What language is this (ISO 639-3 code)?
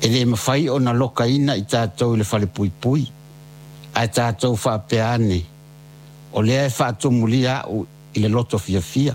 smo